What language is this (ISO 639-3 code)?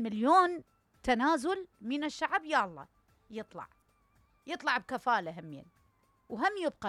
acm